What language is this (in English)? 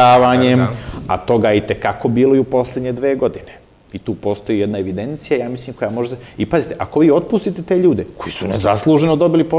Serbian